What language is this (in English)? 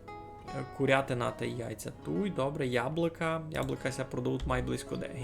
Rusyn